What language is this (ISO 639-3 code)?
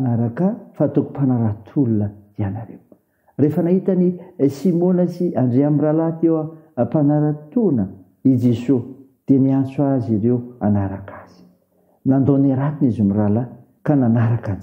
mlg